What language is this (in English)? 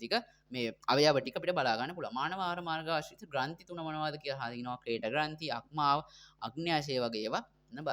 Sinhala